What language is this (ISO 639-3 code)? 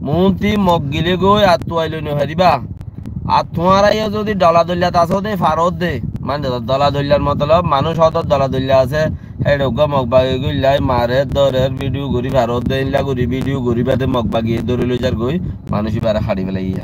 rhg